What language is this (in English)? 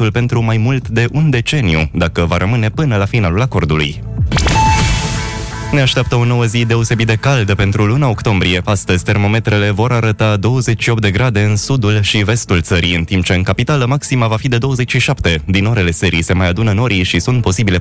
Romanian